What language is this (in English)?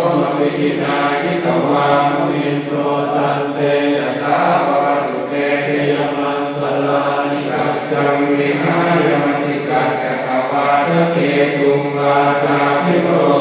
Pali